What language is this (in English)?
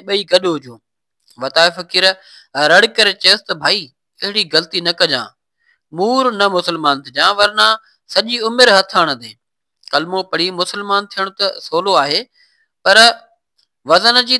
Sindhi